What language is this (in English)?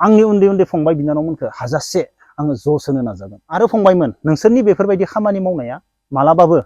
Bodo